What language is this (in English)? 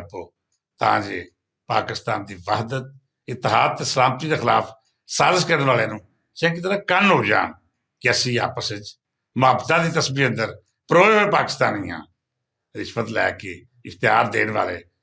Western Panjabi